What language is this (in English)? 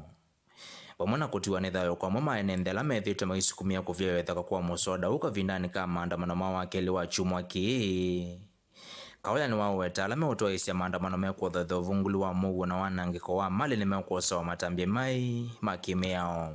Kamba